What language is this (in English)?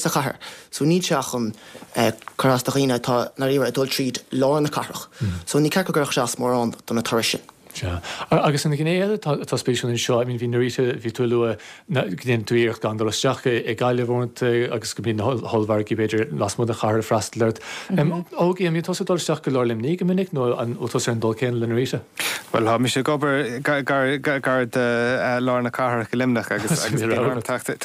Irish